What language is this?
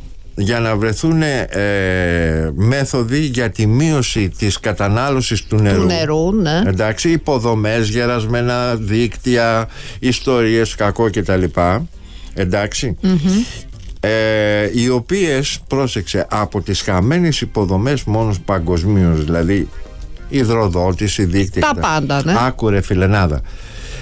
Greek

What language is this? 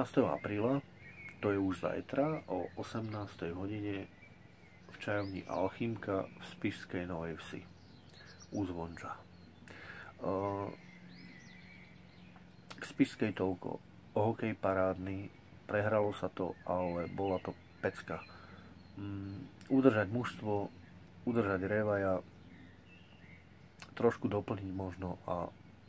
Slovak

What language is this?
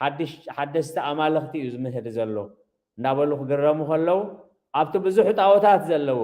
Tigrinya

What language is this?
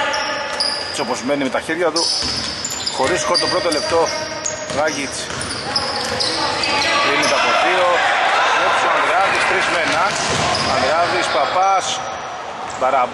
Greek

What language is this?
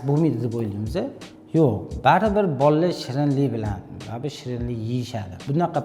Uzbek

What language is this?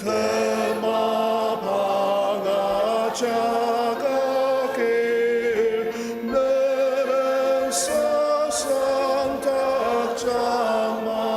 Ao Naga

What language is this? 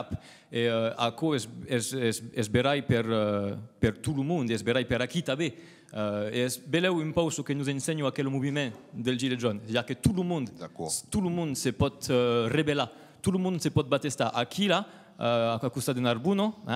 Occitan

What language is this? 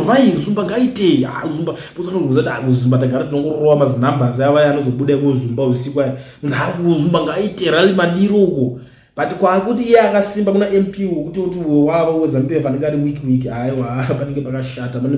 Shona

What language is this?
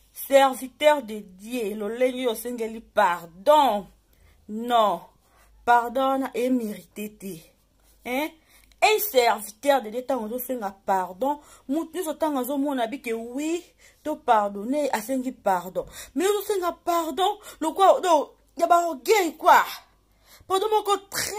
Lingala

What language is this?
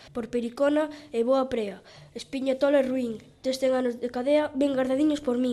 Galician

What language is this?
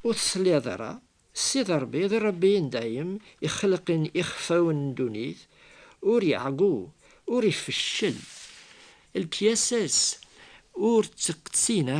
Kabyle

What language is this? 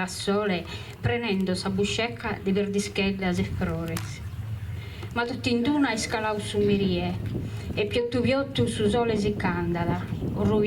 Sardinian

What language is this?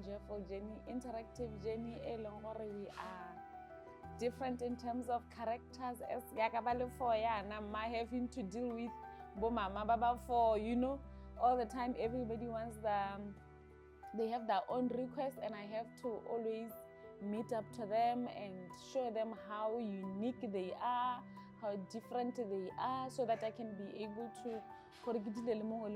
Tswana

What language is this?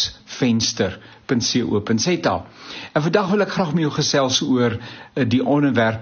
Afrikaans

